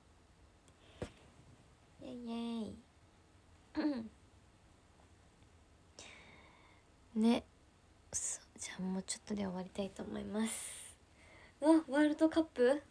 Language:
Japanese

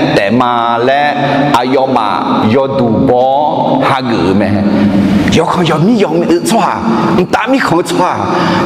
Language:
Akha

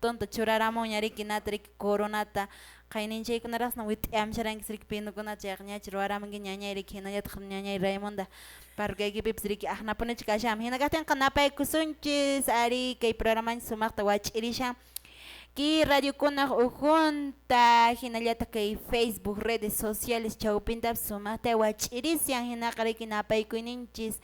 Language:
Quechua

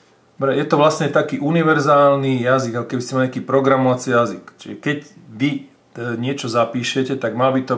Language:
Slovak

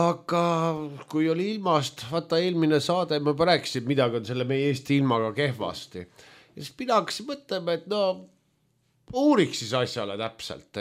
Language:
Estonian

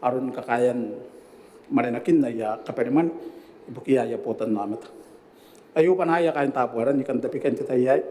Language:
Gilbertese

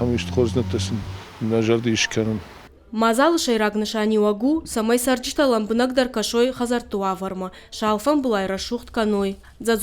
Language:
Ossetic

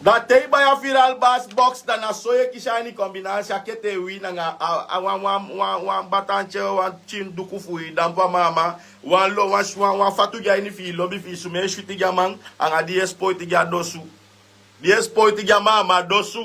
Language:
Sranan Tongo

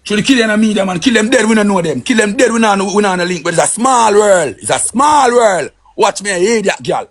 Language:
Jamaican Creole English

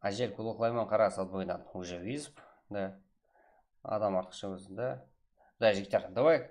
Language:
Kara-Kalpak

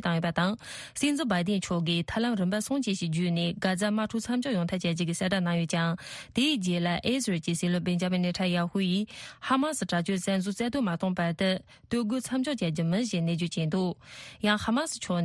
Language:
Tibetan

